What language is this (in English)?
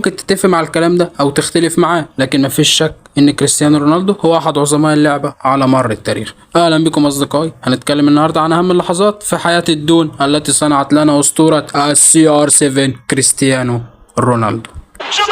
Egyptian Arabic